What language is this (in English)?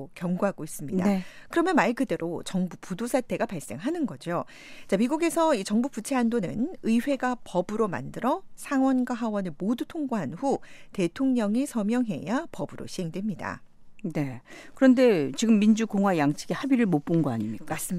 Korean